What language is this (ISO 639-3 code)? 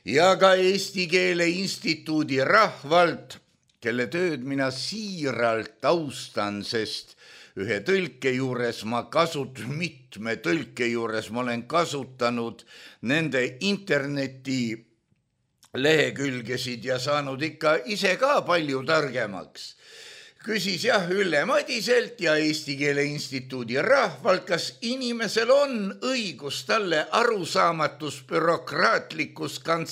est